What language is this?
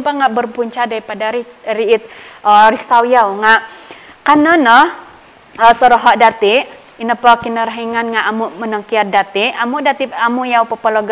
Central Dusun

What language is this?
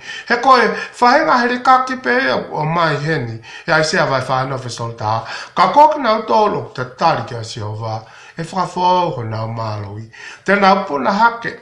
Tongan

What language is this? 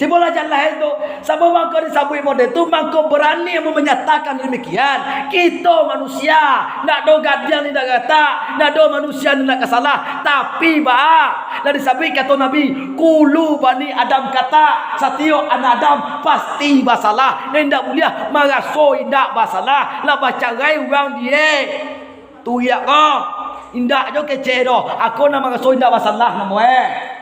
Minangkabau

